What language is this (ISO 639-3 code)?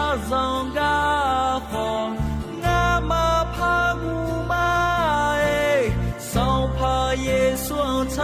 ahk